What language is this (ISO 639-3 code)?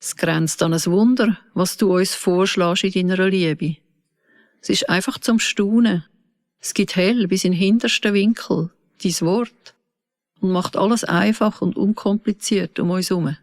gsw